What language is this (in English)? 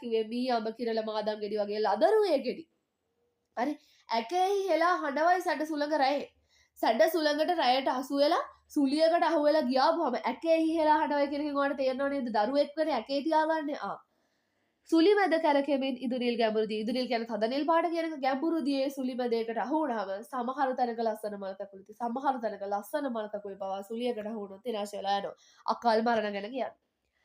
Sinhala